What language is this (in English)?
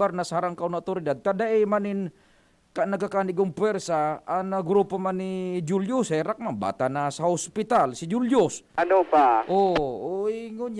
Bikol